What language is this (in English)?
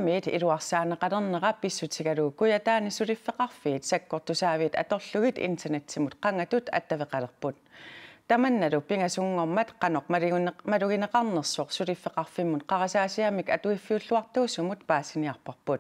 Kalaallisut